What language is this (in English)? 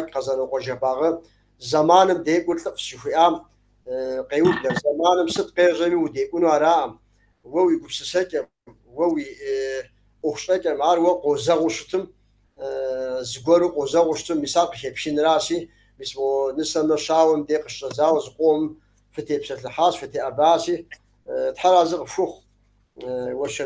Kabardian